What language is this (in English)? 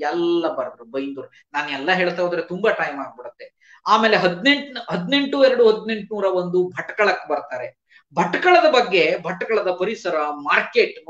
Kannada